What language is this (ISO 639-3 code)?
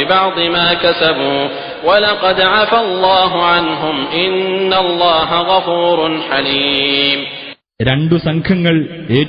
mal